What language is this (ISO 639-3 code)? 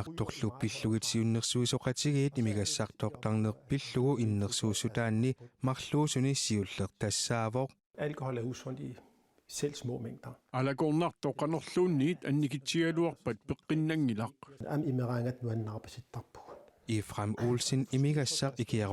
kal